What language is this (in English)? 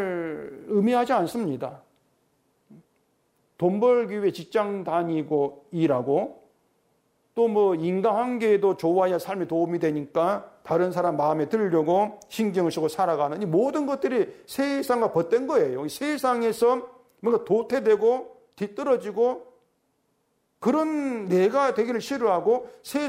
Korean